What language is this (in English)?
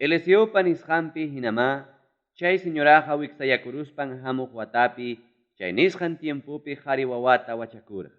Ayacucho Quechua